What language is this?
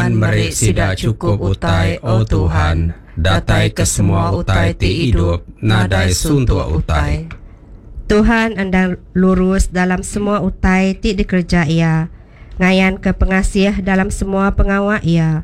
Iban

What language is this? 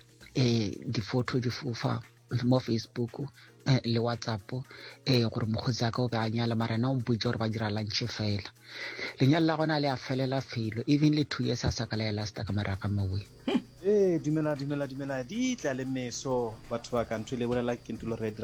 Northern Sotho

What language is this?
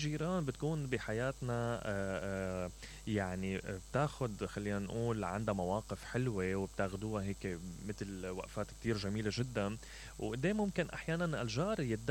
Mesopotamian Arabic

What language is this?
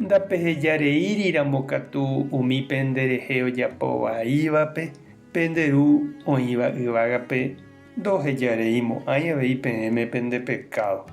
Guarani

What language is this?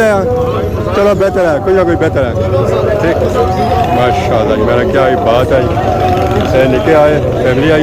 Pahari-Potwari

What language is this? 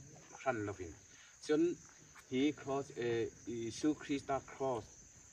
Hmar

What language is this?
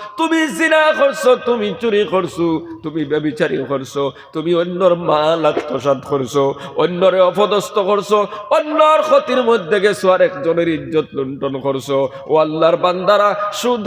Sylheti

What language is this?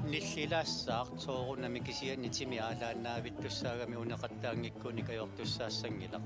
Kalaallisut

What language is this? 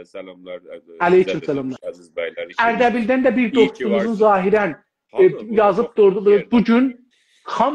South Azerbaijani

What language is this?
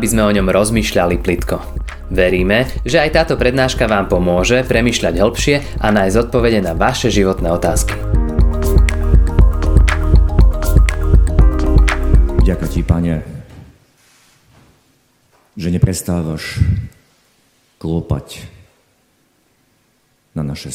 Slovak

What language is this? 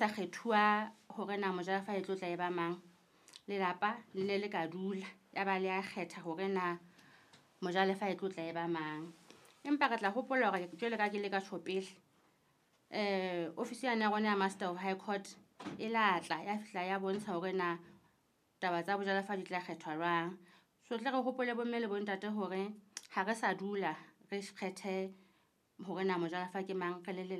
Southern Sotho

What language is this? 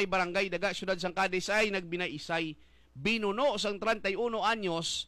Hiligaynon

